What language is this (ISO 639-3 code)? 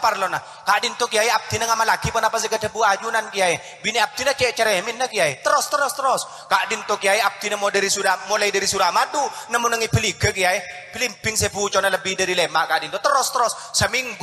mad